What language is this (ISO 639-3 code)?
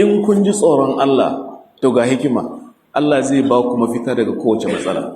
hau